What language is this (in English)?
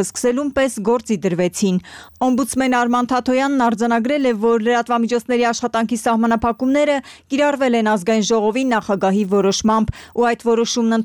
Armenian